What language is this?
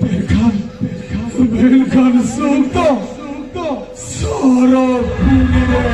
Santali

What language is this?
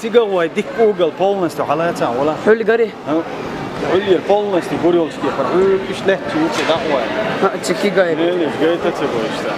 Chechen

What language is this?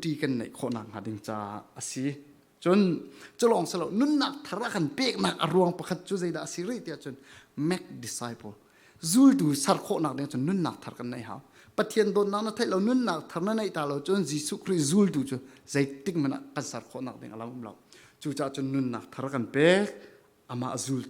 Falam Chin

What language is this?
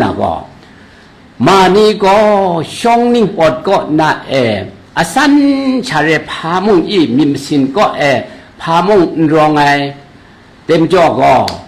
Kachin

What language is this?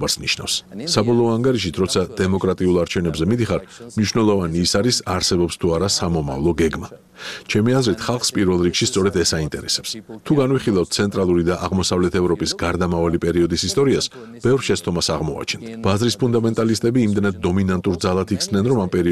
Georgian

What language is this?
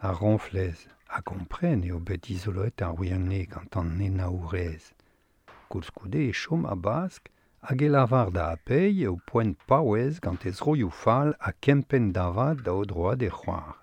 Breton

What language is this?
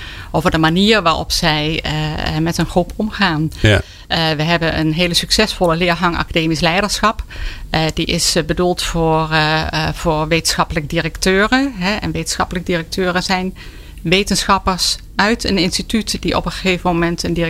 Dutch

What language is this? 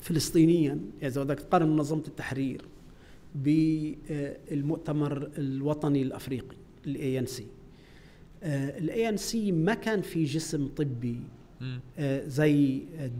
North Levantine Arabic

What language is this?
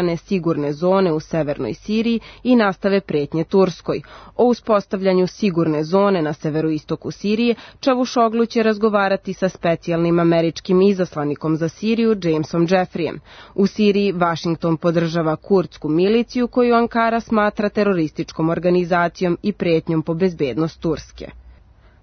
Serbian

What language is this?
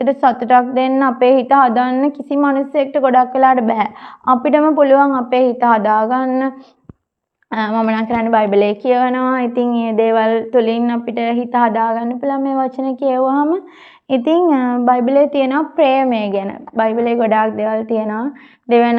Sinhala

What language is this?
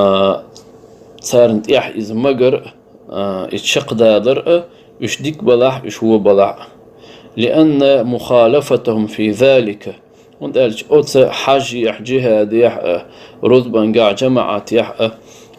Chechen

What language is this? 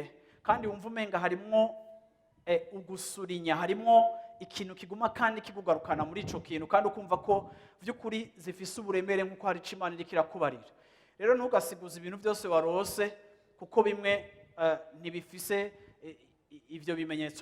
Rundi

